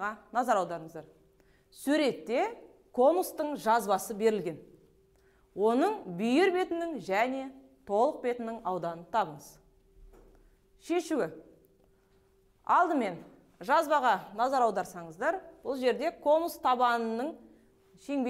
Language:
Kazakh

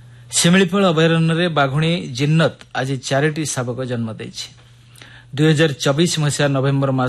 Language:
Odia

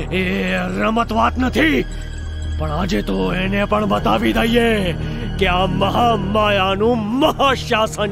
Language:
Gujarati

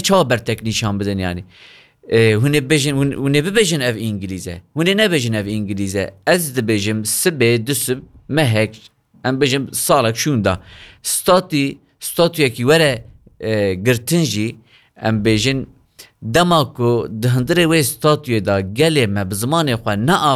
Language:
Kurdish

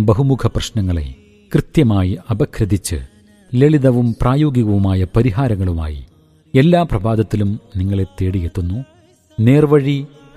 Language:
Malayalam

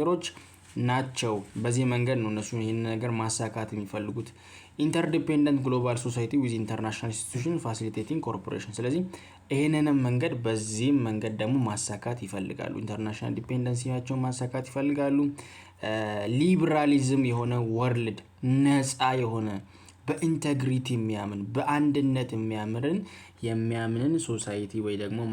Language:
Amharic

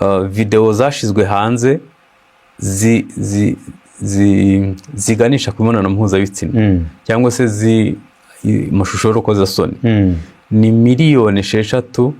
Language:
Kinyarwanda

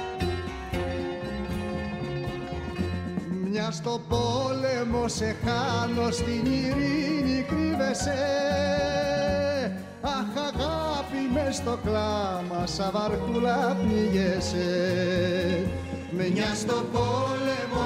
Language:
Greek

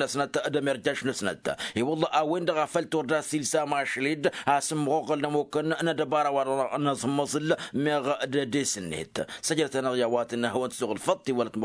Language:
Tamasheq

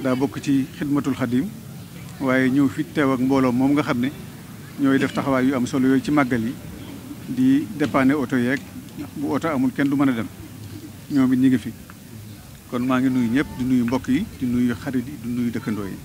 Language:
Wolof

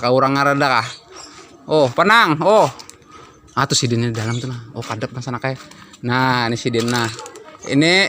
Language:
Banjar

